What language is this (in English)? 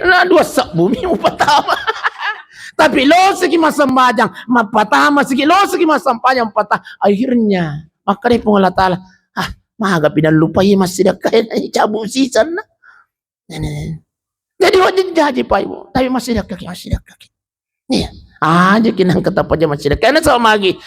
Buginese